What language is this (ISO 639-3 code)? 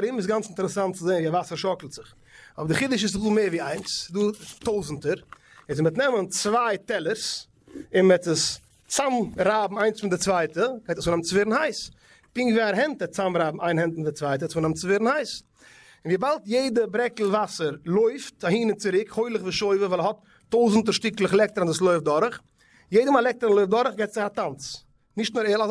yid